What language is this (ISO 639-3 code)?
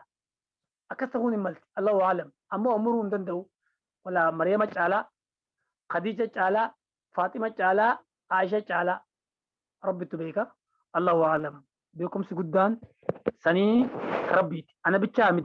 orm